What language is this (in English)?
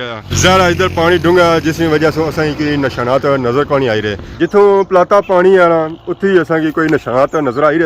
Pahari-Potwari